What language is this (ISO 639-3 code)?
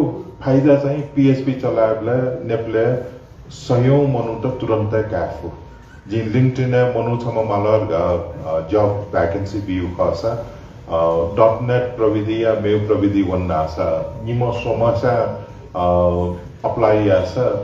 new